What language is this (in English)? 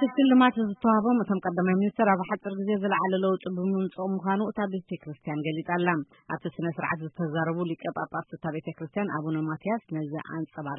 Tigrinya